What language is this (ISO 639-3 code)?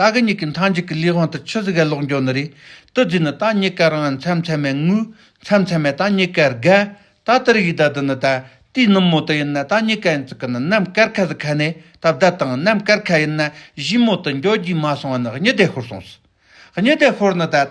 bod